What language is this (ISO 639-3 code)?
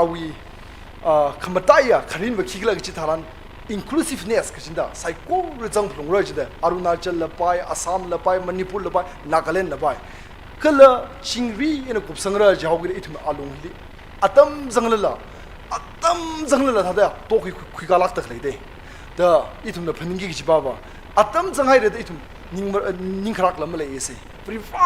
nmf